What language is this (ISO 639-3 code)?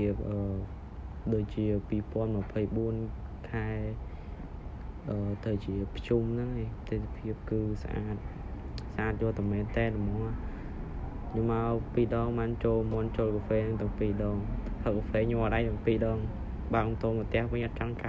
khm